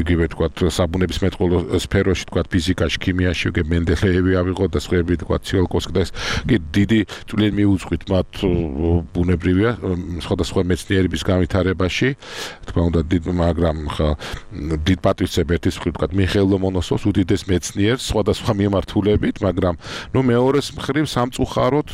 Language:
Georgian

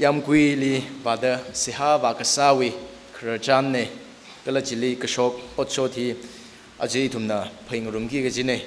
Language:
Tangkhul Naga (India)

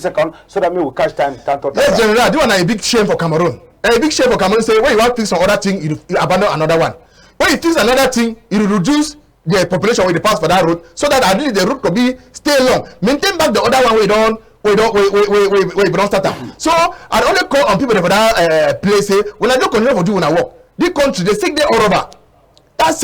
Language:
Cameroon Pidgin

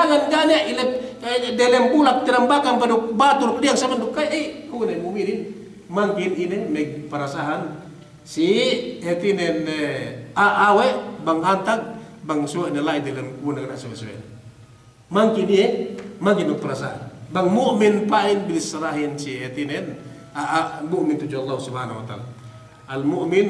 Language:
Yakan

